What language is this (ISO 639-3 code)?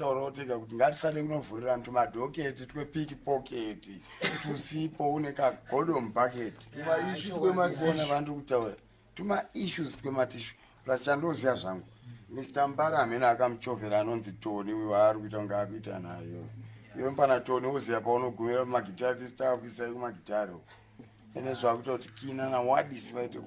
sna